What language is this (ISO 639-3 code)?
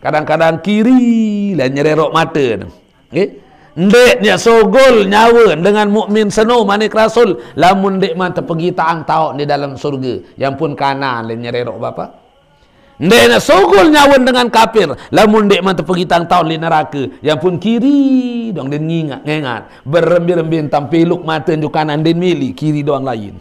sas